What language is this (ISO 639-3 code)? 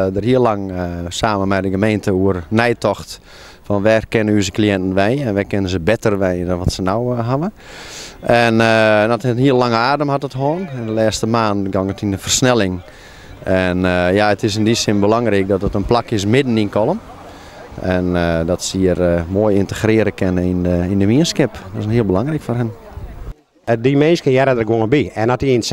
fry